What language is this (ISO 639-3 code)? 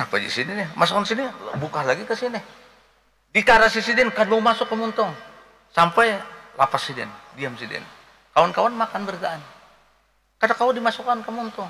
bjn